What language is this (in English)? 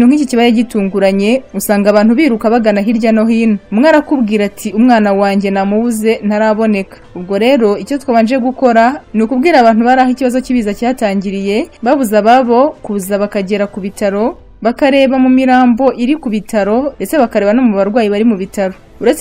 Kinyarwanda